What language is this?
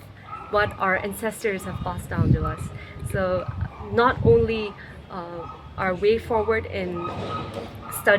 Tangkhul Naga (India)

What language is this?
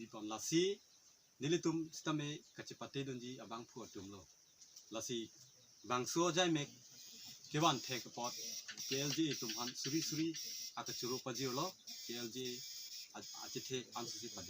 Karbi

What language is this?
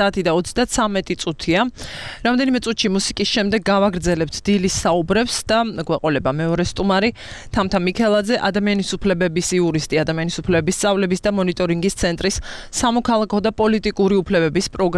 Georgian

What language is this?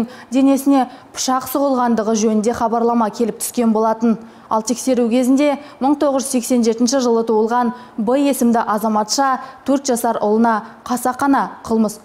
Kazakh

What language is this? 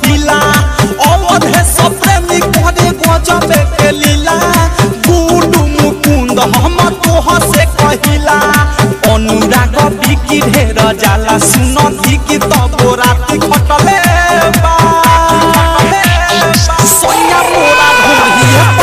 Bhojpuri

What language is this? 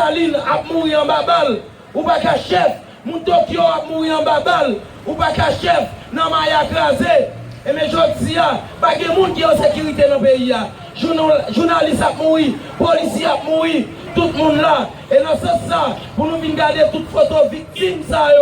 Haitian Creole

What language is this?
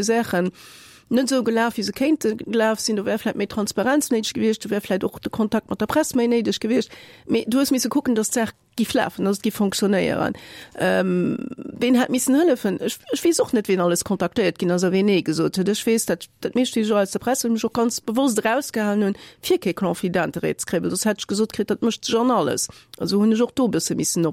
Luxembourgish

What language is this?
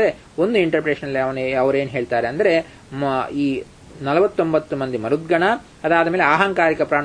Kannada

